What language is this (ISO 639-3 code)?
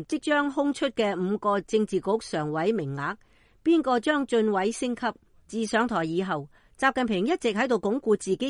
yue